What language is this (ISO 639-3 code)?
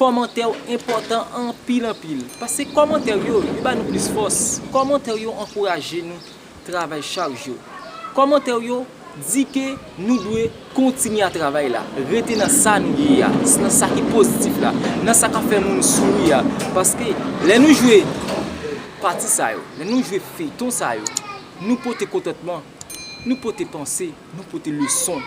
hat